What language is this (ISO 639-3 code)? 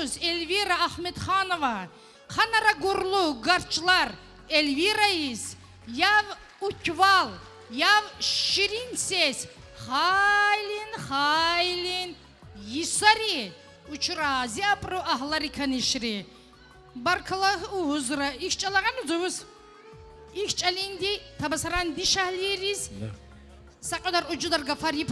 tab